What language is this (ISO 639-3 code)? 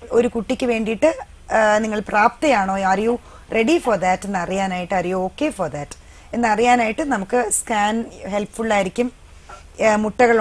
mal